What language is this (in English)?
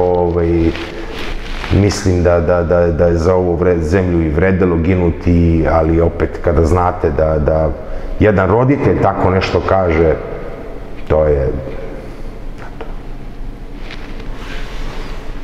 Serbian